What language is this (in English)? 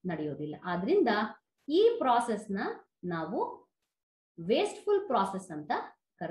Kannada